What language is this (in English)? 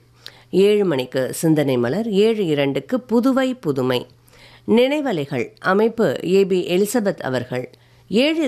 Tamil